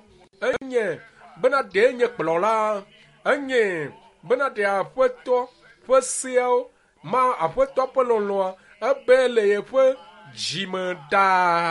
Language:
Ewe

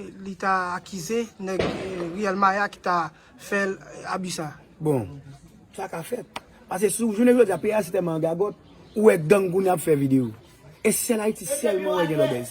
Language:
Haitian Creole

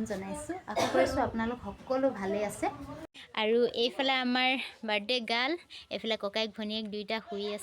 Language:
Assamese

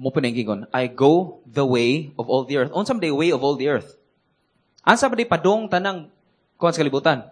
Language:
Cebuano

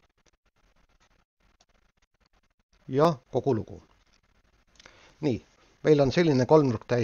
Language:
Estonian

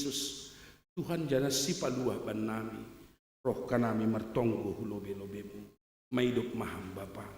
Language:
Batak Simalungun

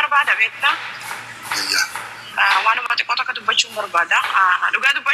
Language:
Oromo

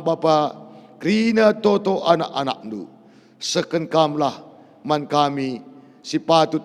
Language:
Batak Karo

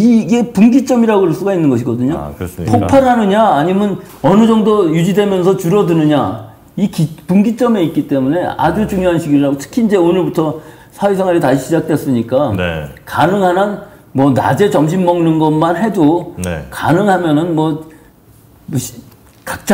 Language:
Korean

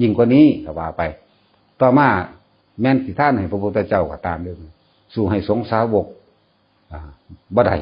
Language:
Northeastern Thai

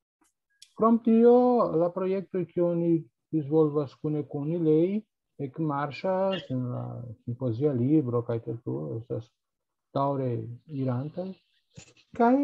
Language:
Esperanto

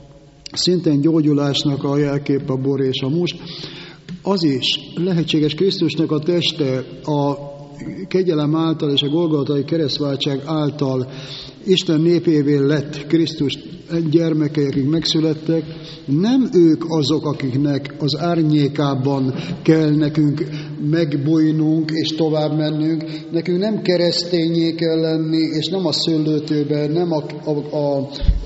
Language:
Hungarian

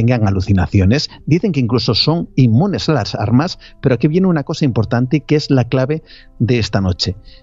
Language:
Spanish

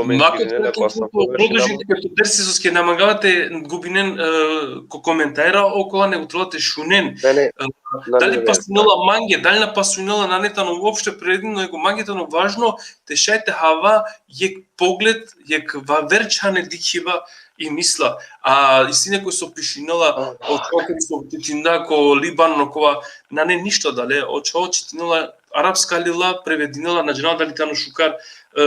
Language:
Balkan Romani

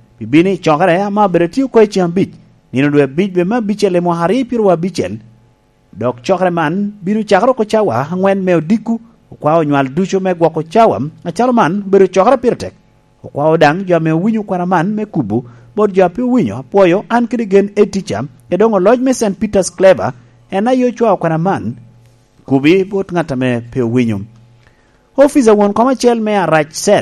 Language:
Lango (Uganda)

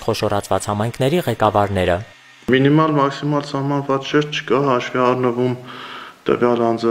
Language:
Armenian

